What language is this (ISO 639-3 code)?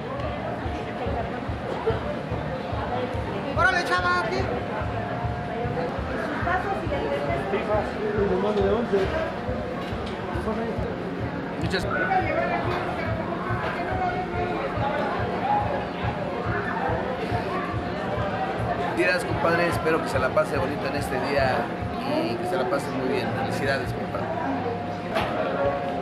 spa